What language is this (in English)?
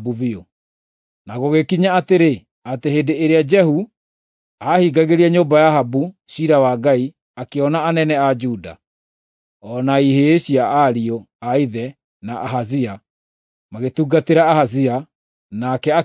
Kikuyu